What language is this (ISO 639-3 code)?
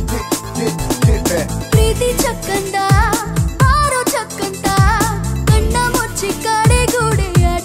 kan